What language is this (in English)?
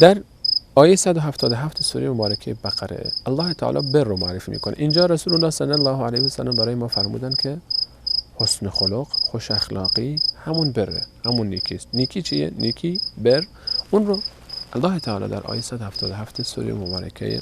Persian